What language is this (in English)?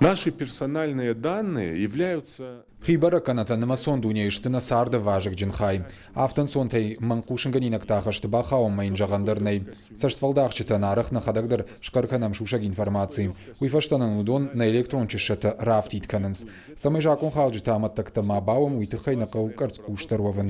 Ossetic